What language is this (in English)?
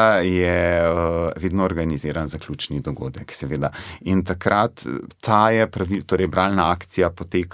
Slovenian